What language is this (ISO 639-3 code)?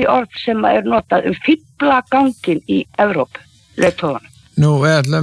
isl